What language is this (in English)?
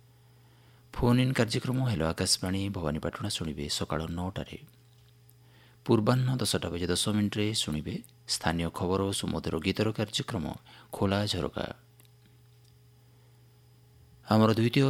Odia